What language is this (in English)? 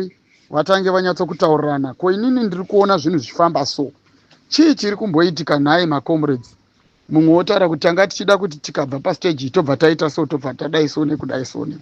Shona